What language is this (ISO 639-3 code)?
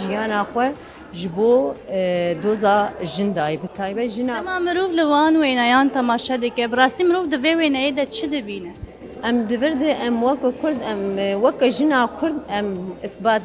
kur